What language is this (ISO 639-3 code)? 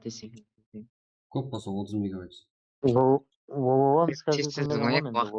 kaa